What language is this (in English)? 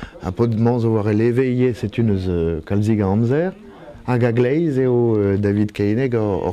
Breton